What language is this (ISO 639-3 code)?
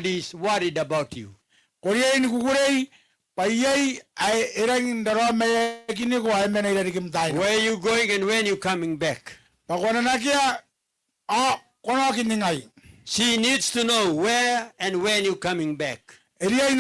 gil